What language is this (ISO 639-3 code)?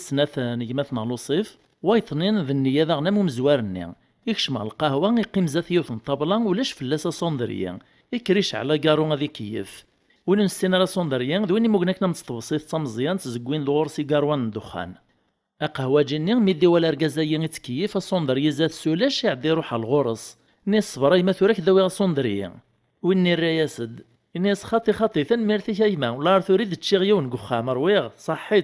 kab